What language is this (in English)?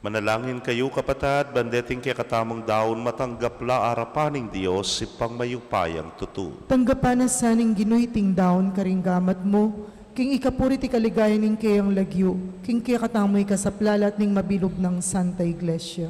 Pampanga